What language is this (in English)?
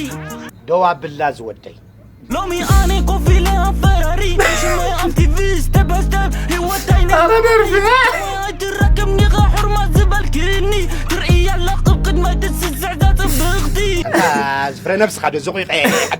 Tigrinya